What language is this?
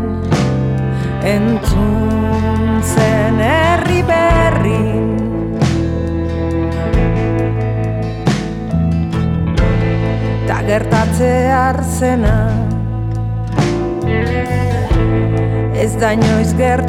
Basque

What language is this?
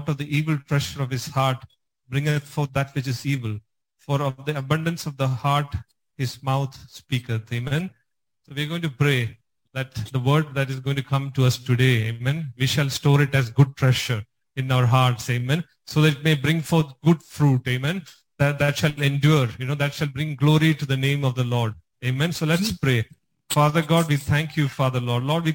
English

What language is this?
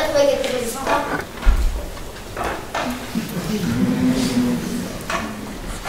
French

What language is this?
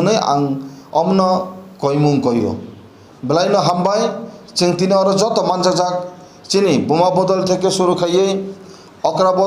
Kok Borok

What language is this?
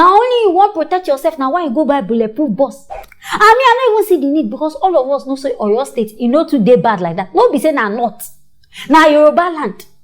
Nigerian Pidgin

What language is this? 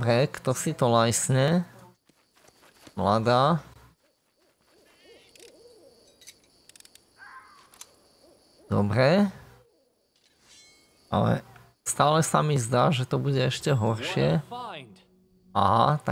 Slovak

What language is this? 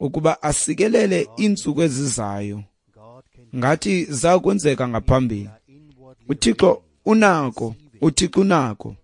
Xhosa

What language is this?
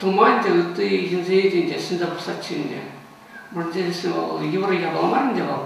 Chuvash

